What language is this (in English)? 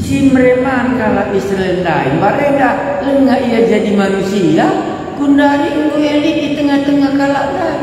Batak Karo